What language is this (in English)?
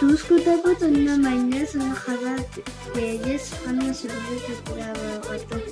Yakut